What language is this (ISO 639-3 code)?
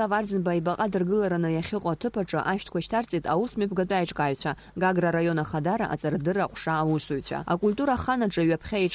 abk